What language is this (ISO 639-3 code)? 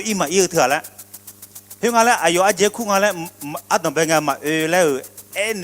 ahk